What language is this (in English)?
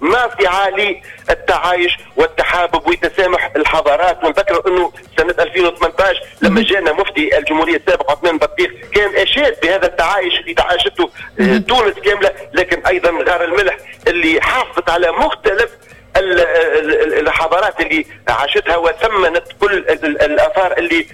Tunisian Arabic